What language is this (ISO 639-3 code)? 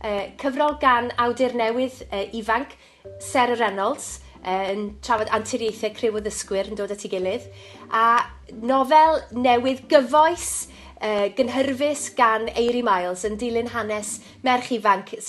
cym